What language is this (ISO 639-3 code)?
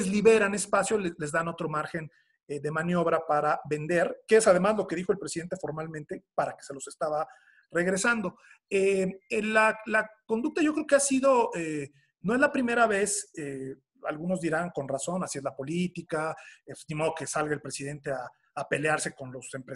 spa